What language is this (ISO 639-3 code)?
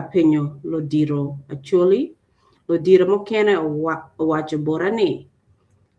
ach